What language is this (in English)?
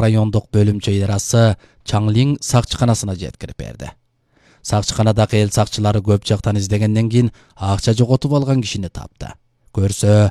Kyrgyz